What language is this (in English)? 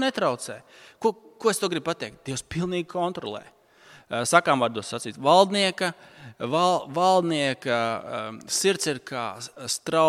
Latvian